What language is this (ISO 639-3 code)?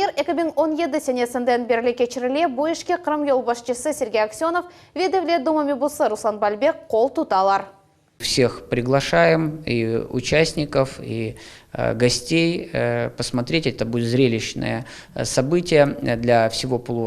crh